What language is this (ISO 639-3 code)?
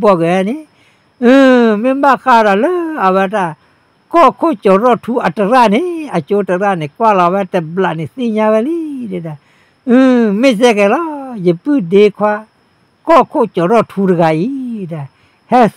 ksw